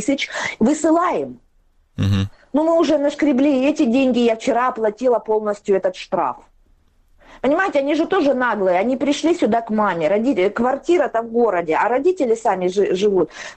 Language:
Russian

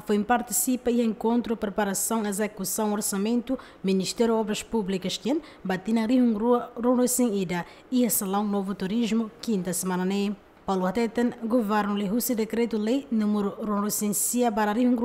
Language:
Tetum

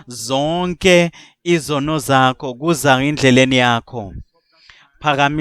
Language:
Zulu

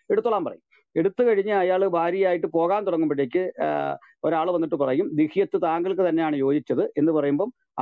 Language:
Malayalam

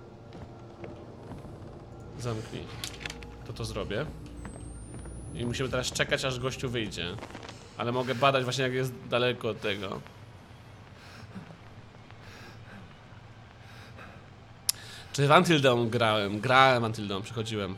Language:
Polish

